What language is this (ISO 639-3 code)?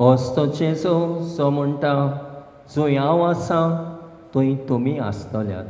kok